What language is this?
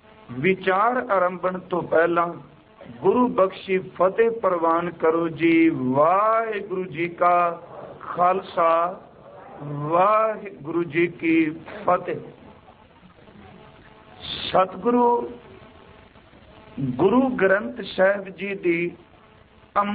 Punjabi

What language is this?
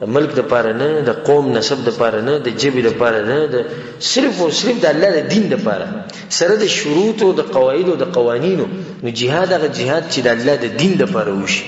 Pashto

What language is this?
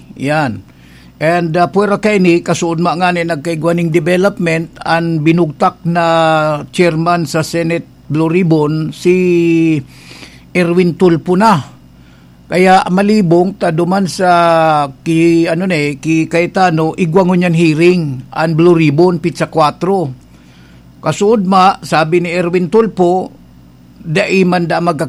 Bikol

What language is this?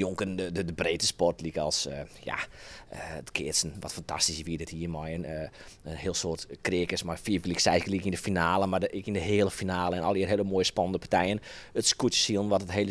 Western Frisian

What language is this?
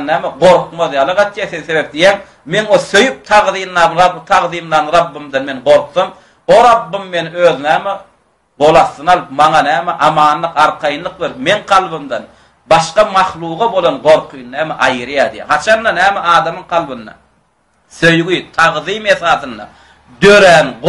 Turkmen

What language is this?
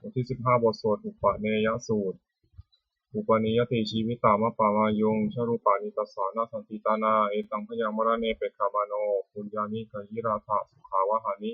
Pali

